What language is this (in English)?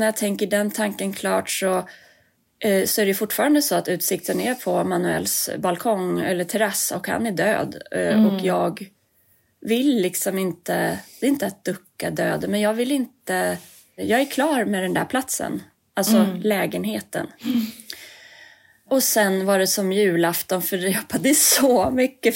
Swedish